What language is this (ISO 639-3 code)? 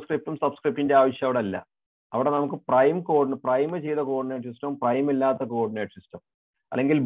mal